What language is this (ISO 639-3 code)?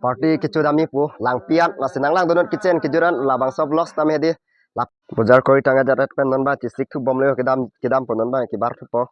mjw